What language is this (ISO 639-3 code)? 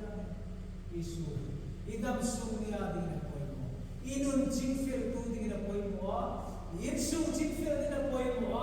hmr